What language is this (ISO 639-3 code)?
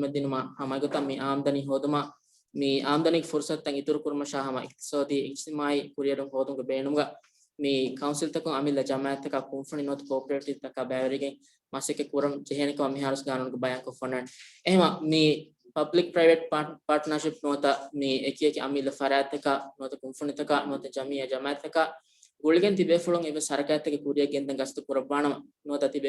div